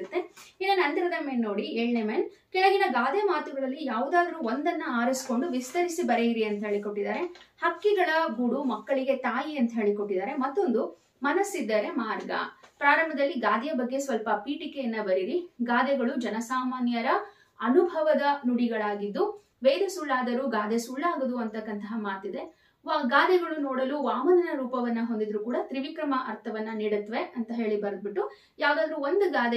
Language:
Kannada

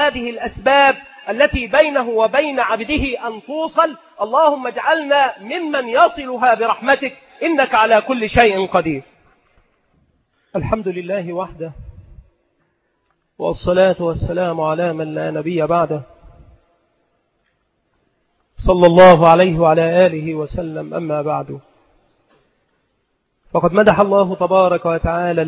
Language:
Arabic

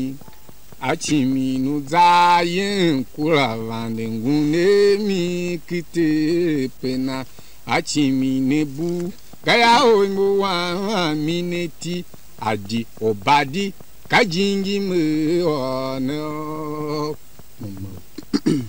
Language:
Tiv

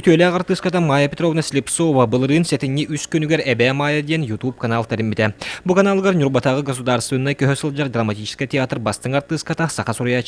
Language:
Yakut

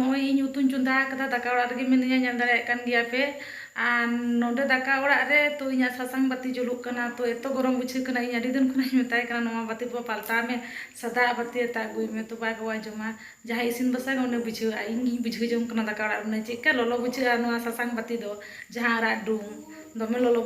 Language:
Santali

